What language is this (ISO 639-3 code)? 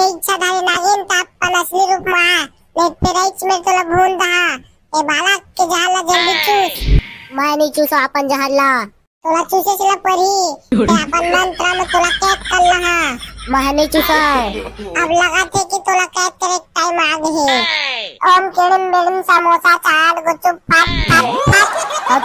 hne